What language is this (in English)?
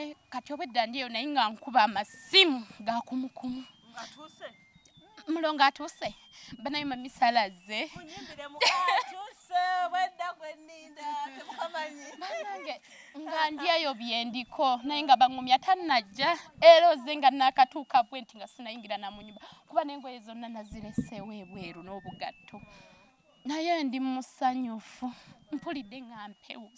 Ganda